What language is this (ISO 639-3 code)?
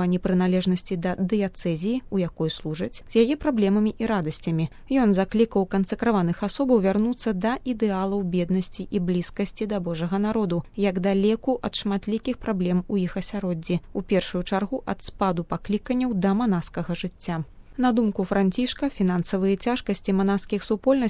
bel